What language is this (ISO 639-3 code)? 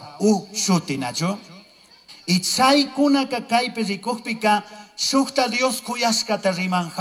qug